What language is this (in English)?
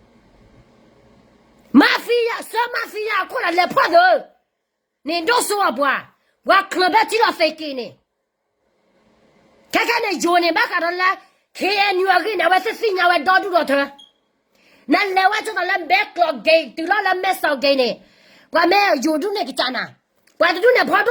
S'gaw Karen